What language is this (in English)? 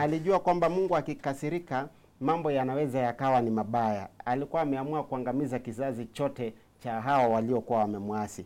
Swahili